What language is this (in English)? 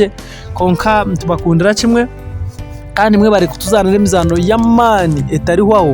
Nyankole